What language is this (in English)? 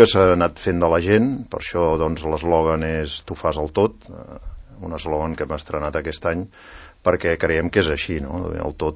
Catalan